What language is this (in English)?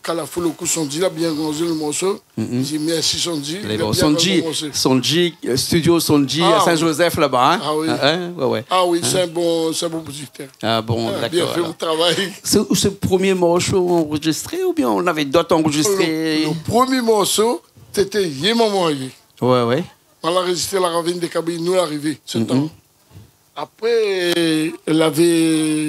Réunion Creole French